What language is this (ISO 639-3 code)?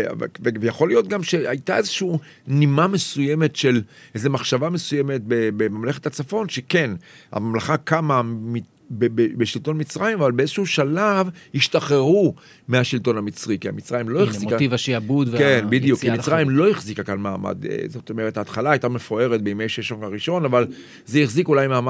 heb